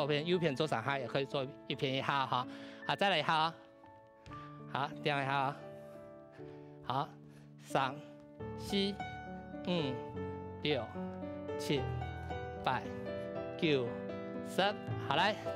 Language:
Hakka Chinese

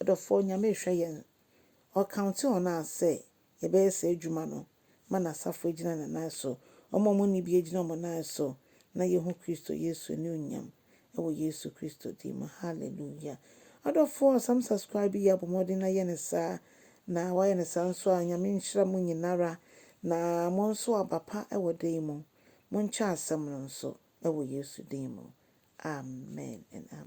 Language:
Akan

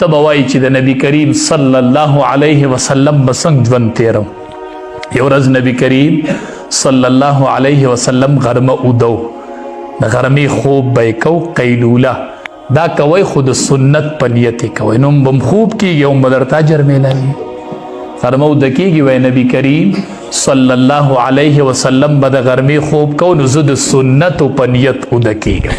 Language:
Pashto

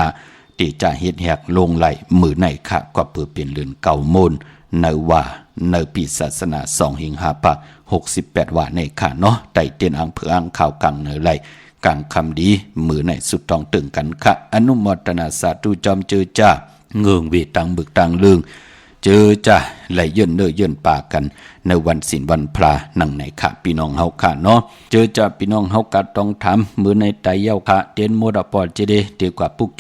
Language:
Shan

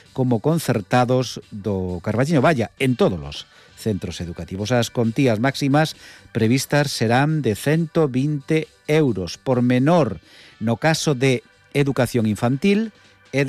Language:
Galician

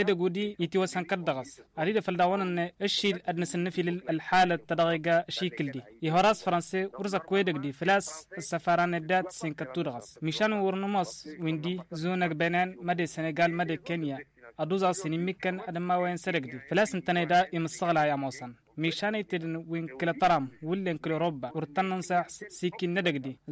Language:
Tamasheq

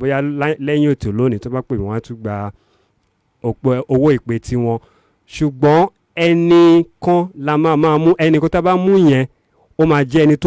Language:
Yoruba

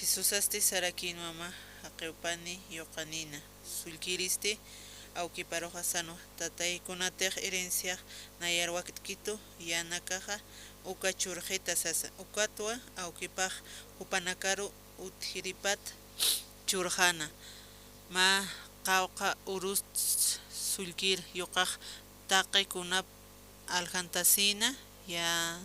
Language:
Aymara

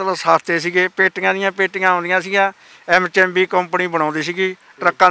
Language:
Punjabi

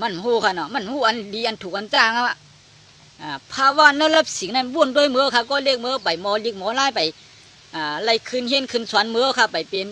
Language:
Shan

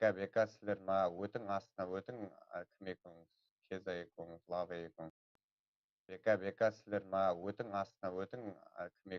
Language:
Kara-Kalpak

